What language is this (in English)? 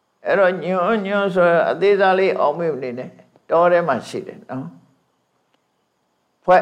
Burmese